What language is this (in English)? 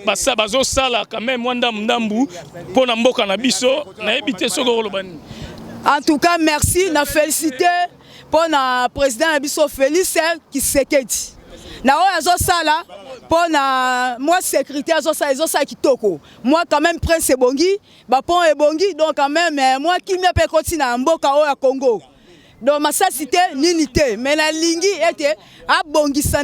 Lingala